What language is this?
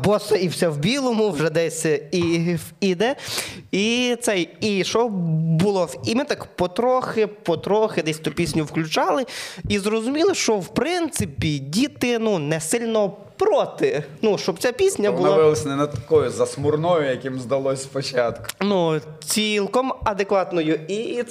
Ukrainian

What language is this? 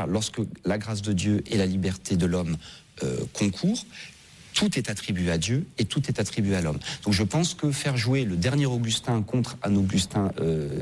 French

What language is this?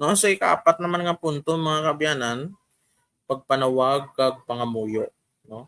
Hiligaynon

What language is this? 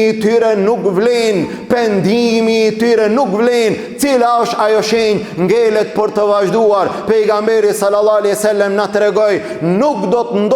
Albanian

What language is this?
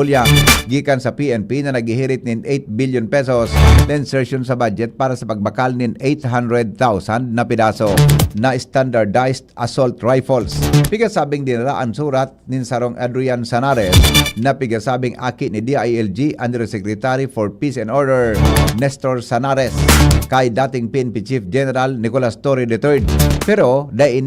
Bikol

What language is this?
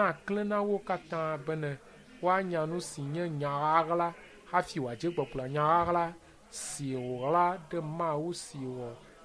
Ewe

